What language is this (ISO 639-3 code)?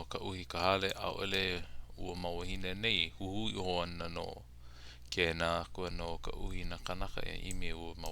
haw